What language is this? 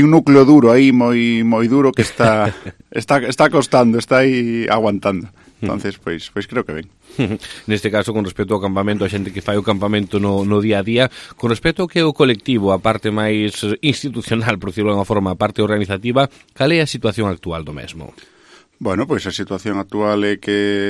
Galician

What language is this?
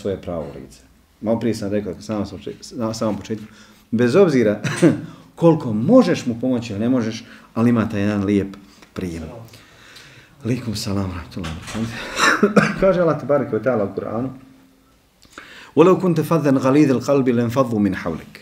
Bosnian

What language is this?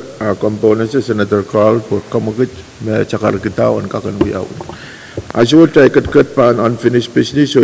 Pohnpeian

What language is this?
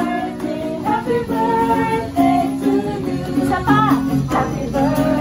Filipino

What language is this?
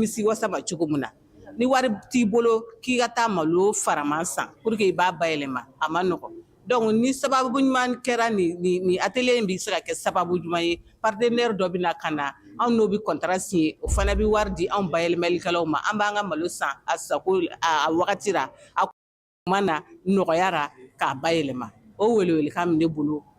Bambara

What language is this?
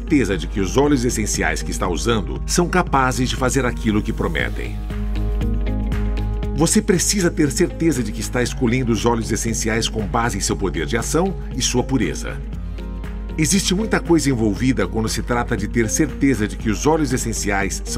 Portuguese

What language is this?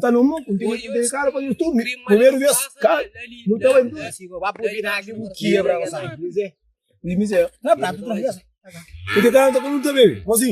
Kabuverdianu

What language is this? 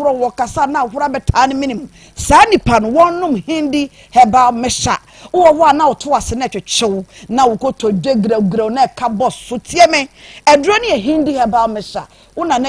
Akan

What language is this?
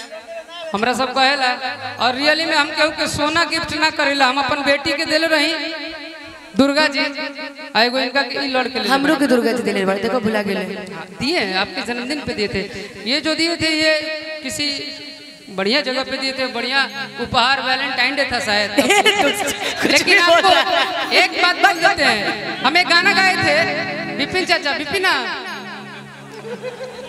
Bhojpuri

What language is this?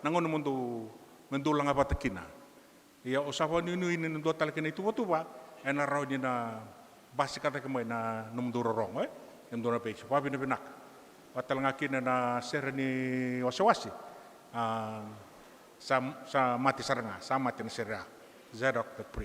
Fijian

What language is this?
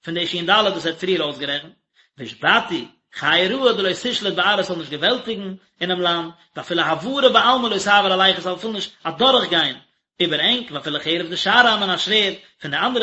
Yiddish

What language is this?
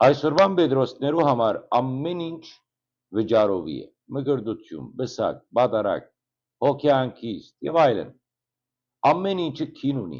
Western Armenian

